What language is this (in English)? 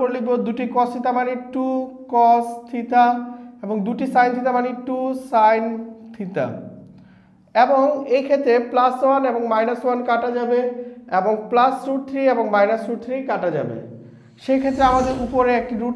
Bangla